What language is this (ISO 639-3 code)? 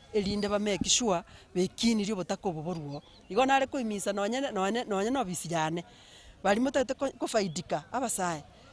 guz